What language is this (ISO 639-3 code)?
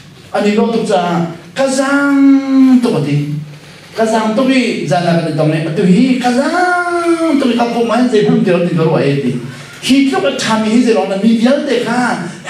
cnh